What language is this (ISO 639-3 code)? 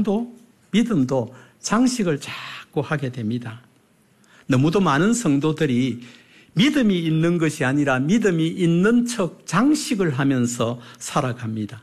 kor